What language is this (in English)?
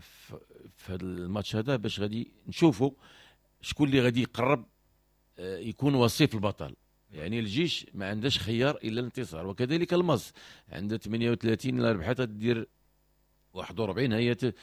Moroccan Arabic